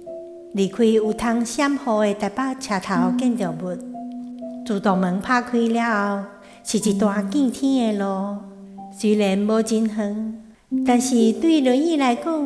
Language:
Min Nan Chinese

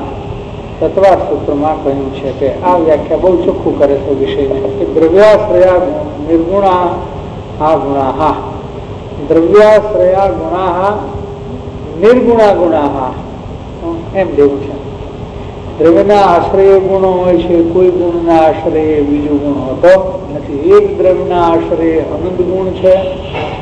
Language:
Gujarati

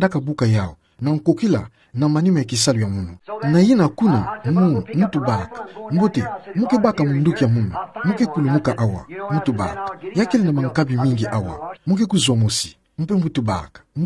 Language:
Kituba (Democratic Republic of Congo)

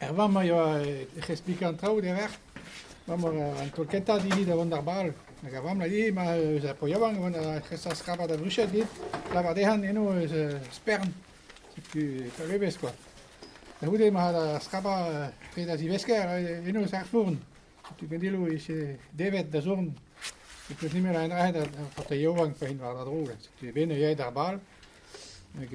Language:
Breton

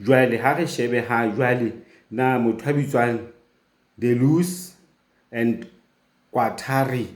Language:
Southern Sotho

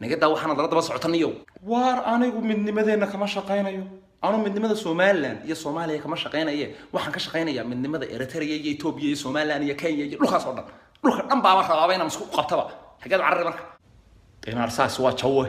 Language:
Somali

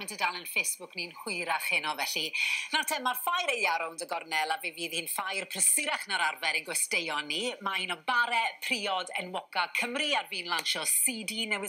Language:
Welsh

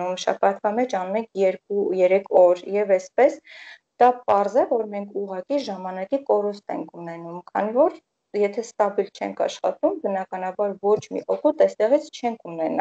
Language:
Armenian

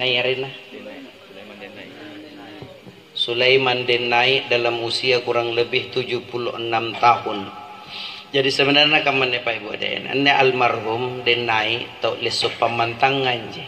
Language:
Makasar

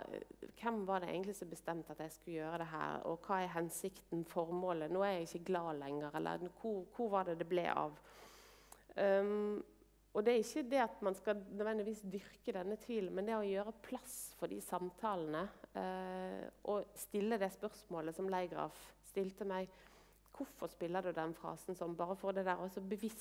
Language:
Norwegian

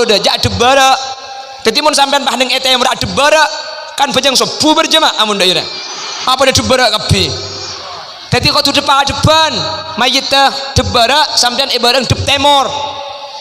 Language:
Madurese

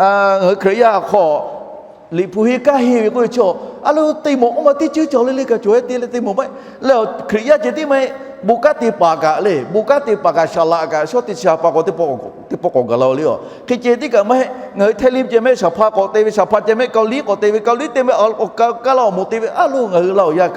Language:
Lahu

